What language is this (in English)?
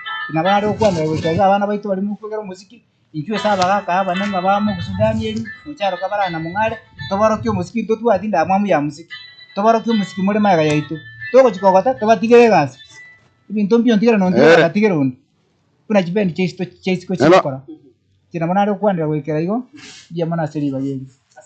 Gusii